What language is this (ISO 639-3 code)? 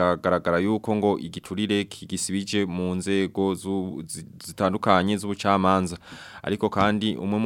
run